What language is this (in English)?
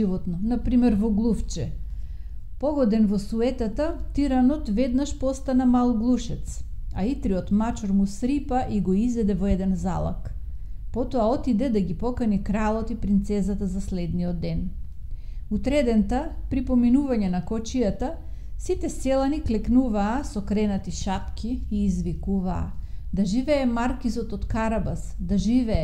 Macedonian